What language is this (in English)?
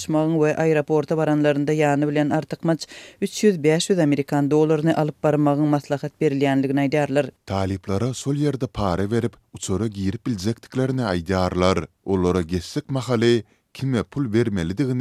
Turkmen